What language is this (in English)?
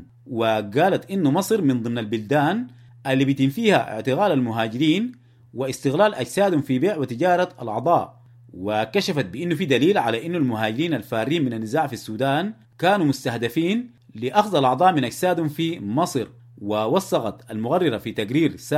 Sudanese Arabic